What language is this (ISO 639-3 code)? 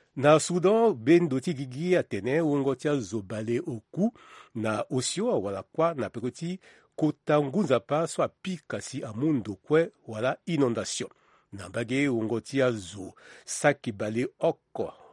sag